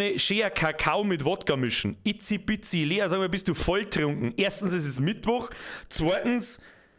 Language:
Bavarian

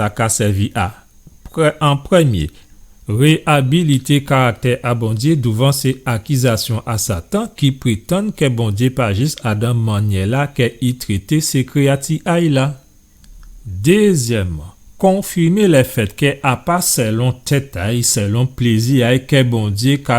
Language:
Guadeloupean Creole French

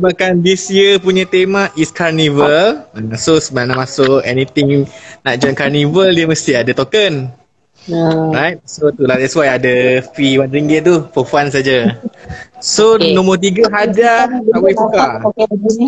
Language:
Malay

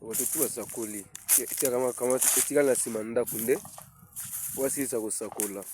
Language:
Lingala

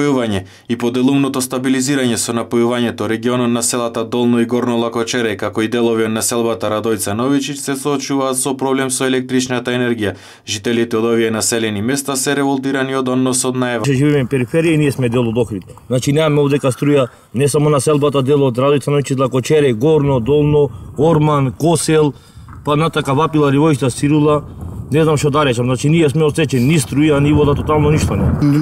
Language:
Macedonian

